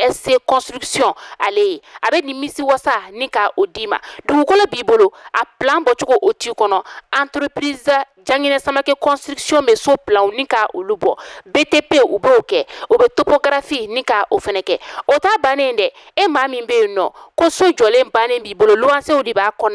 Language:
Bambara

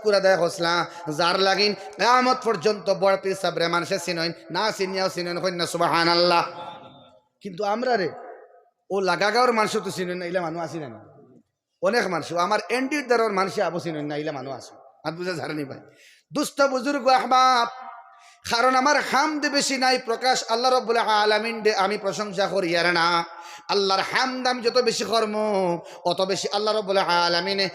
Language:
Sylheti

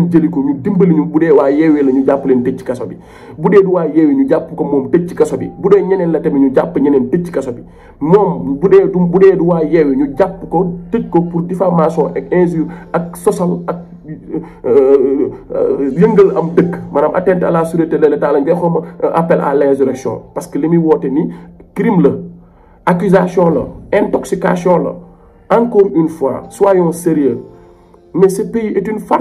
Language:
Wolof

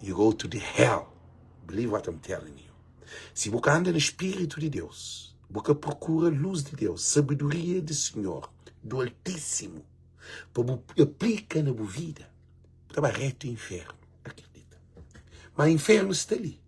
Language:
Kabuverdianu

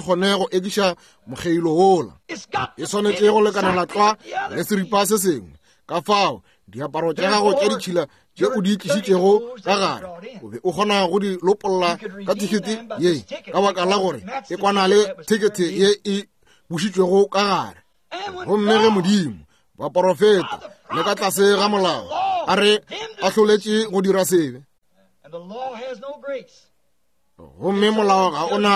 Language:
Northern Sotho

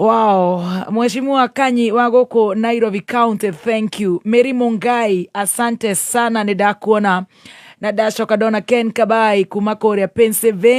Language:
Kikuyu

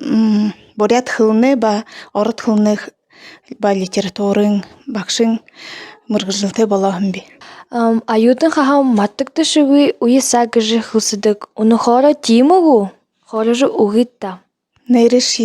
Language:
Buriat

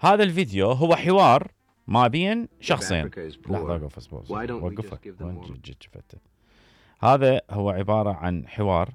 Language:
Mesopotamian Arabic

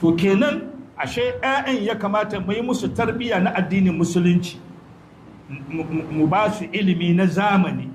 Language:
Hausa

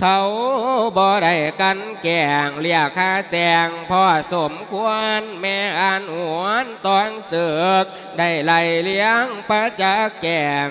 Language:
Lao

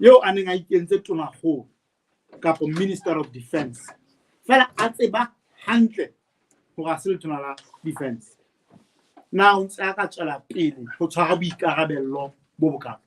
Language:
Southern Sotho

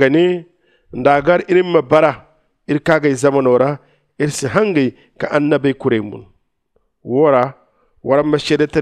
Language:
Zarma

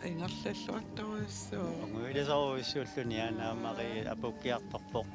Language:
Kalaallisut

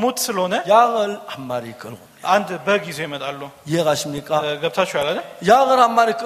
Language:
Korean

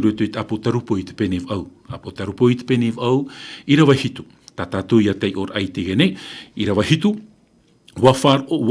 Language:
Tahitian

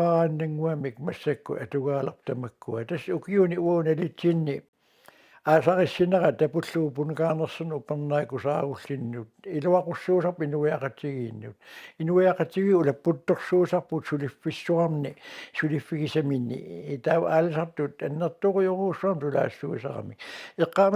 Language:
Kalaallisut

